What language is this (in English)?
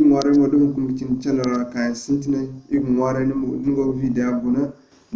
Zarma